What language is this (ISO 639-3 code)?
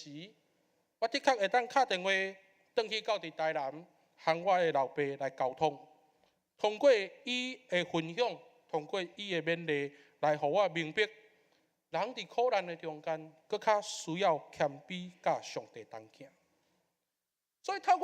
nan